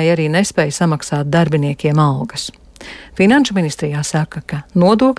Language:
Latvian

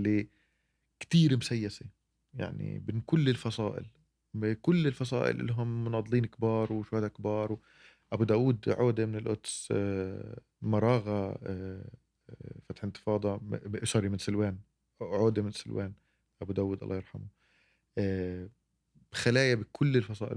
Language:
North Levantine Arabic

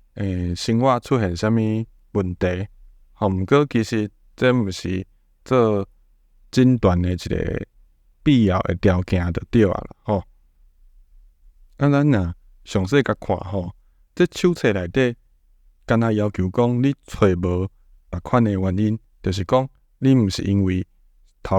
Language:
Min Nan Chinese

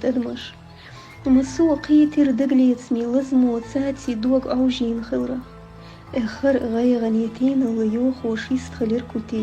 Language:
Chechen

